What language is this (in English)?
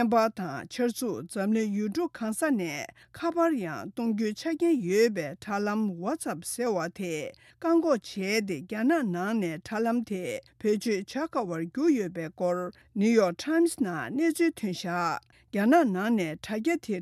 Tibetan